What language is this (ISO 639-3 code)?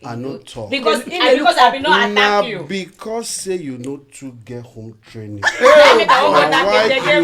pcm